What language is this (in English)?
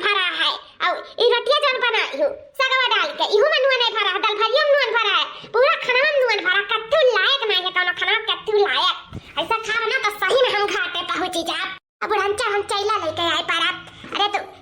Awadhi